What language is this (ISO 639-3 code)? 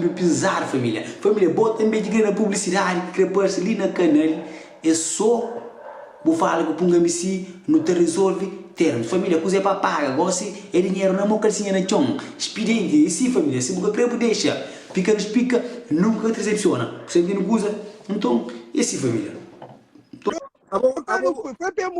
kea